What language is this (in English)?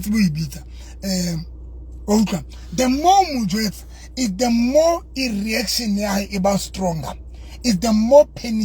Southern Sotho